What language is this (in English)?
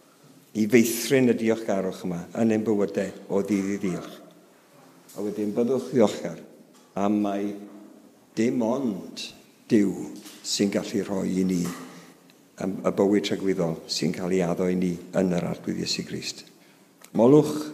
Welsh